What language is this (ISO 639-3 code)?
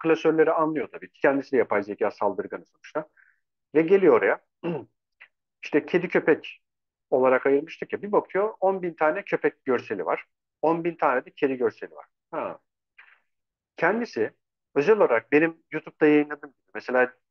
tur